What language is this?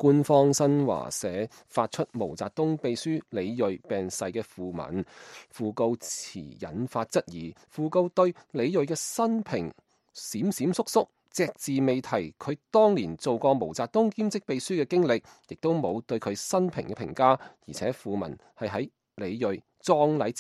Cantonese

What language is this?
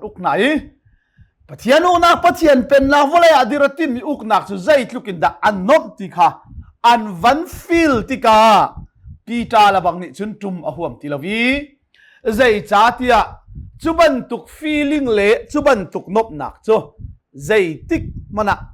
Hakha Chin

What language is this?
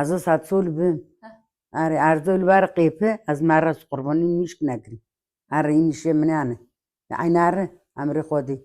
Kurdish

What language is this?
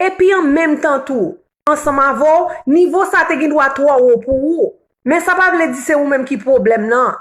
Haitian Creole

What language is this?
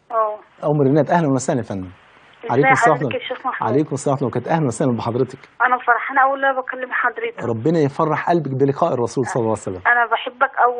Egyptian Arabic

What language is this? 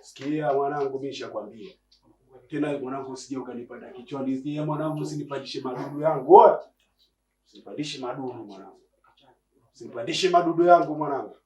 Swahili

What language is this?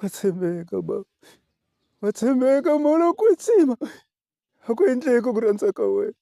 Tsonga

